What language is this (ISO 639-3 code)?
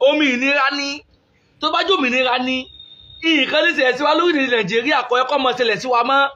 yor